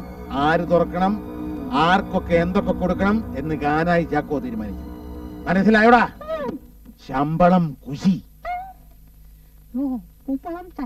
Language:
Malayalam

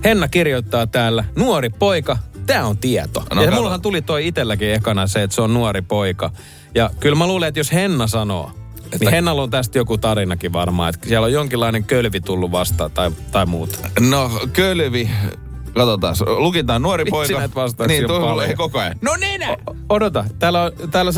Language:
Finnish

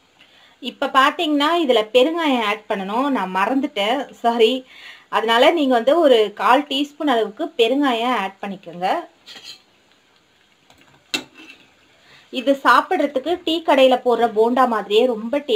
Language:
Tamil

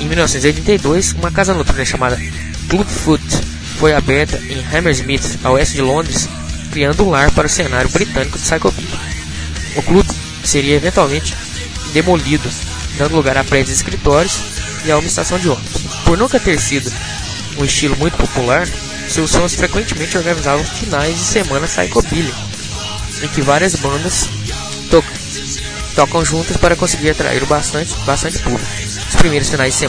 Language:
Portuguese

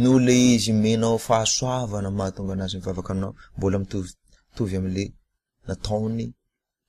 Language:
Malagasy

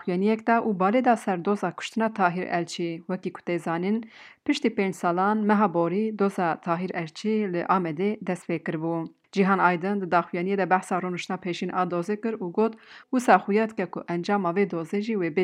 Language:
Kurdish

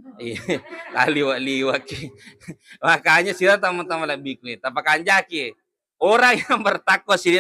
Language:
Buginese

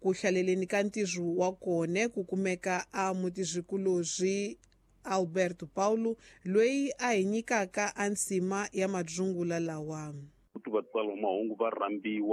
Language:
Tsonga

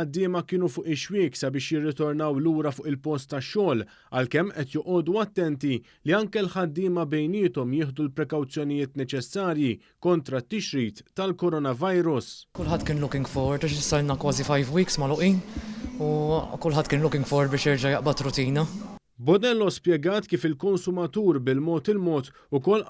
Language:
Maltese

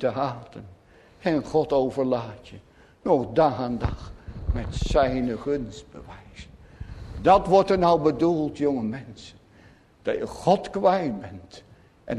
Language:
Dutch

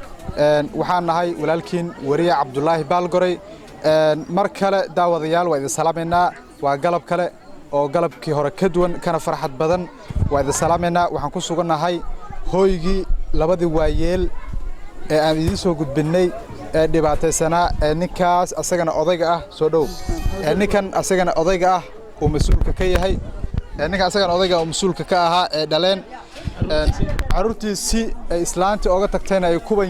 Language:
Somali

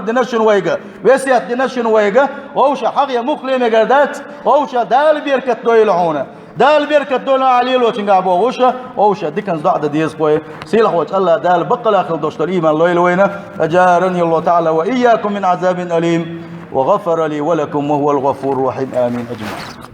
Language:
Chechen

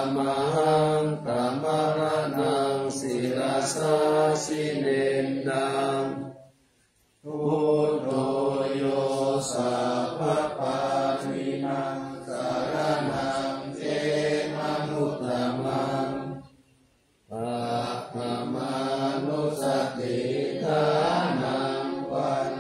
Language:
Pali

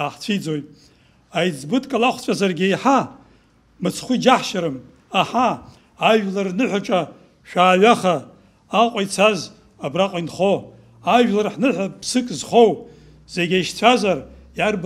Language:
Abkhazian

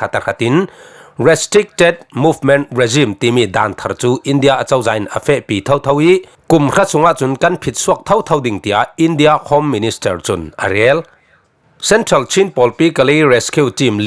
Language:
Falam Chin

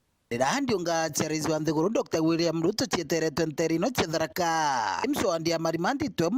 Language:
Meru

